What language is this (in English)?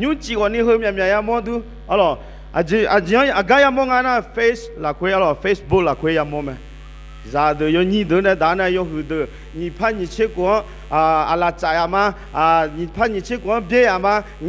Akha